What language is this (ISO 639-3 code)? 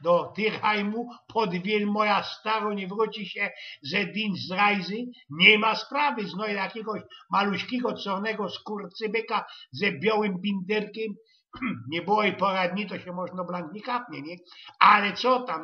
szl